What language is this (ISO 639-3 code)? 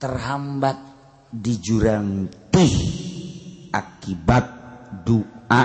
sun